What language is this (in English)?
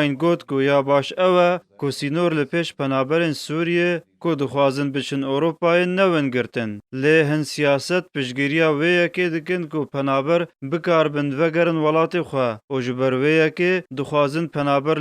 Kurdish